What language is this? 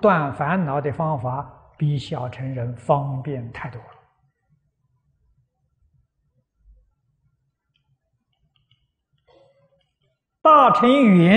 Chinese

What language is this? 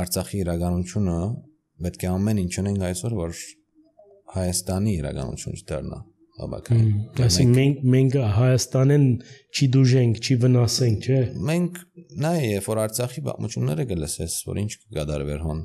Armenian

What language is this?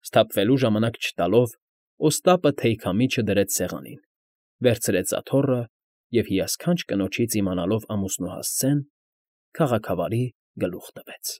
Armenian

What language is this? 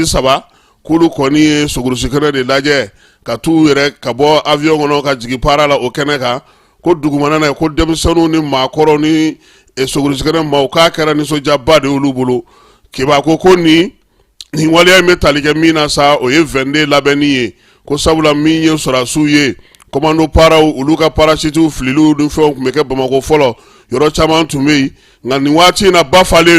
Bambara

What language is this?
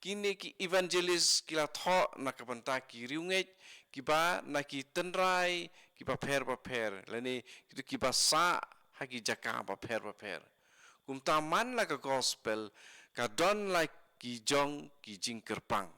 Khasi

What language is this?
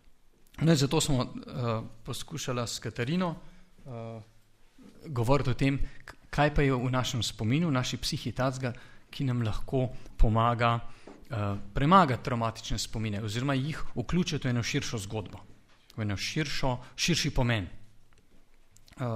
Slovenian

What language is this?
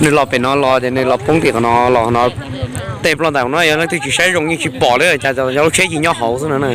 Hmong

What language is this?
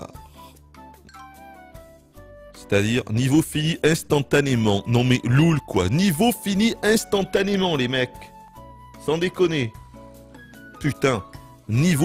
French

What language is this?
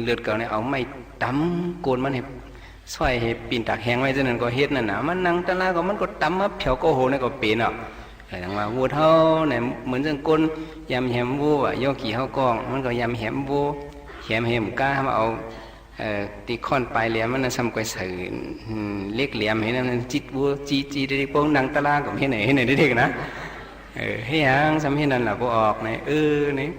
Shan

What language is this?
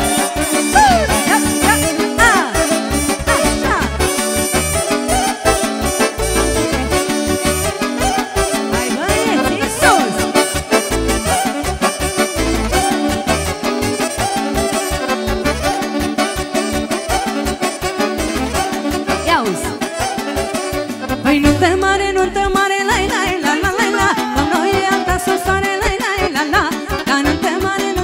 Romanian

